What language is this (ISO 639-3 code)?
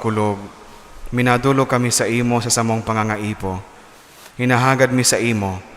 bik